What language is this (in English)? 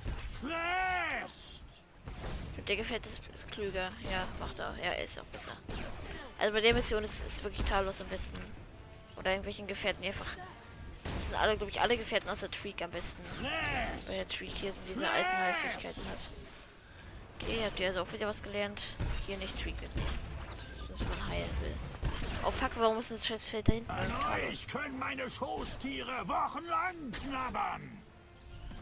German